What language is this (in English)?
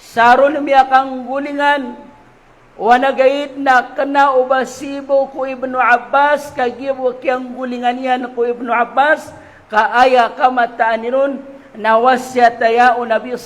Maranao